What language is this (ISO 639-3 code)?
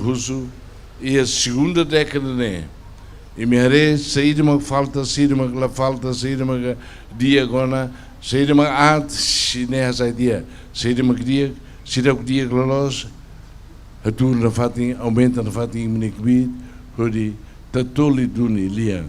tet